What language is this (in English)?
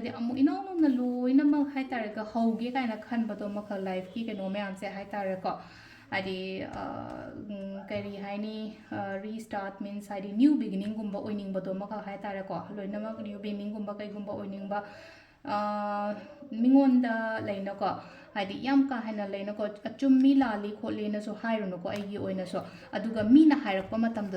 Manipuri